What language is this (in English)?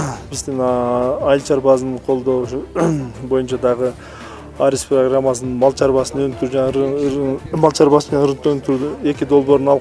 Kyrgyz